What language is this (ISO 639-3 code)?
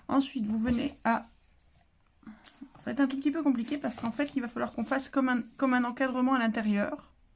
fra